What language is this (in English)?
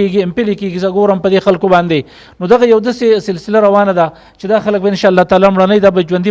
Pashto